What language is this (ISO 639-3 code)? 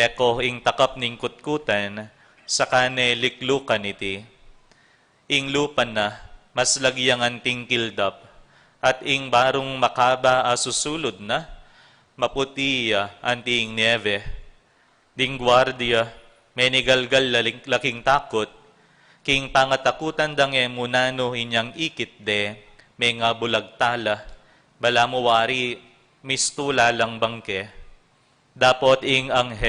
pam